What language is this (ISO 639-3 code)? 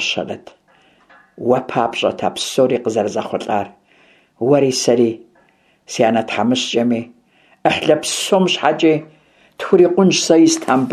kbd